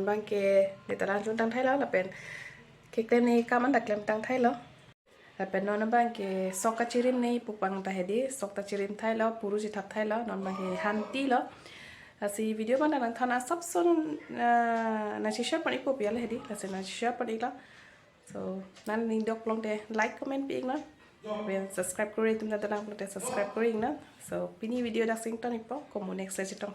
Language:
Karbi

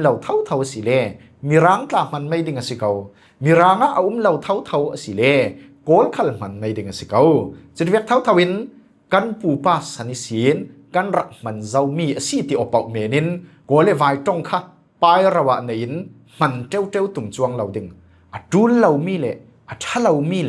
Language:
Falam Chin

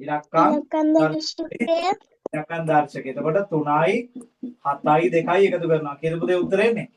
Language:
Sinhala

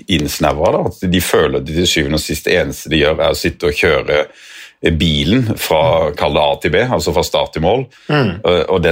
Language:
Norwegian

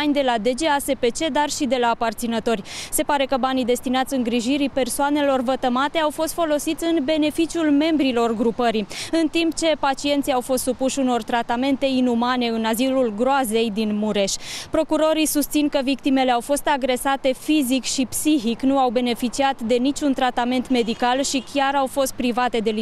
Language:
Romanian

